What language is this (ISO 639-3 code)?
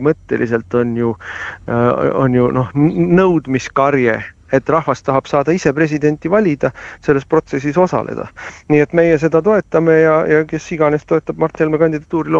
est